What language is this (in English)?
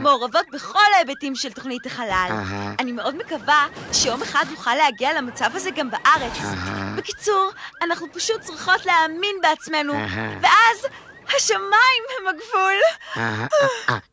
Hebrew